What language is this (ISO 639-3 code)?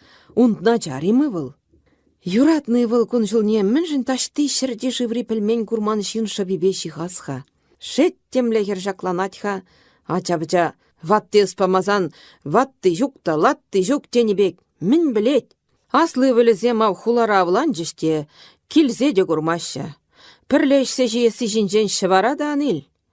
chv